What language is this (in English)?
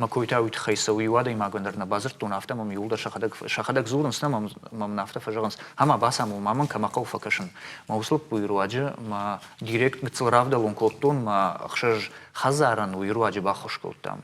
Ossetic